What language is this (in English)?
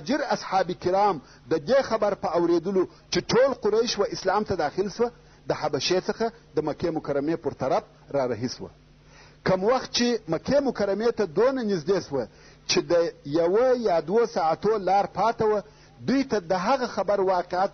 Pashto